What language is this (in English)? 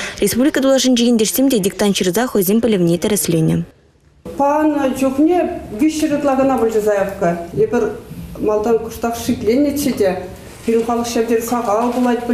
Chuvash